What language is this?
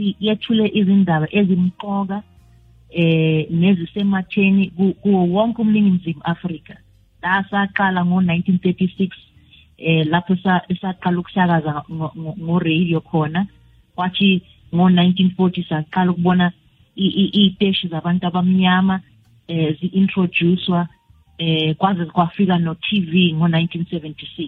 South Ndebele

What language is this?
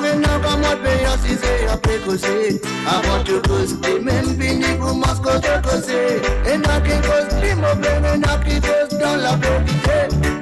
Morisyen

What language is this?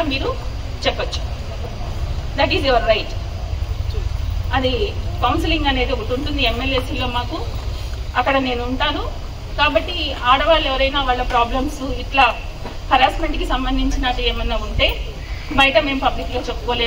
Telugu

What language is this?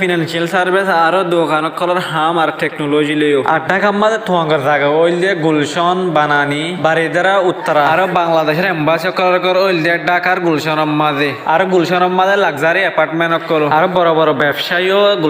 Rohingya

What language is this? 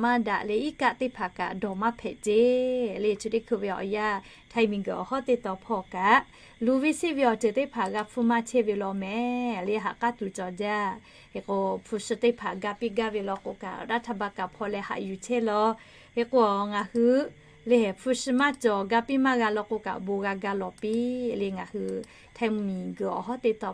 Lahu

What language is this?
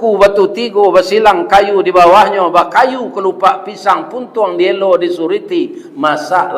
Minangkabau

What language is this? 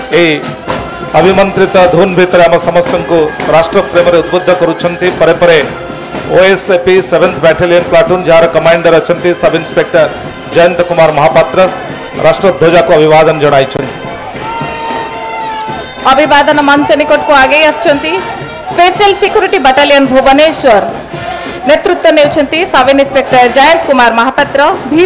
Odia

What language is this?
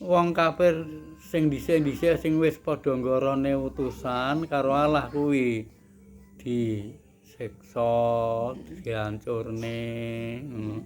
Javanese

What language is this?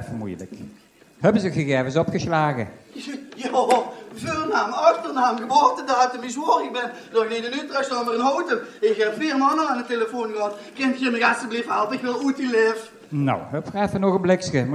Limburgish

